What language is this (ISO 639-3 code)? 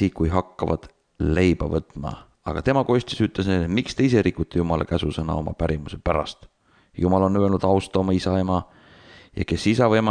est